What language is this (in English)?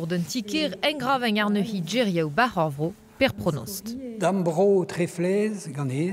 Breton